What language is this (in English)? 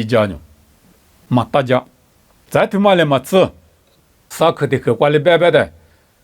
Lisu